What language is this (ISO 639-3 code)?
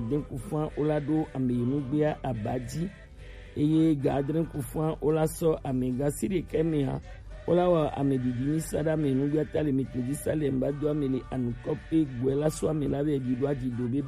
gej